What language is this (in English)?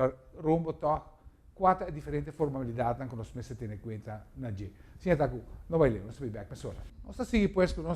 Papiamento